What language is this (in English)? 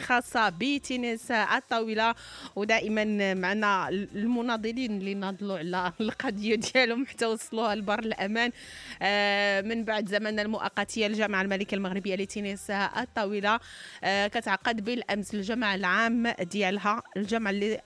Moroccan Arabic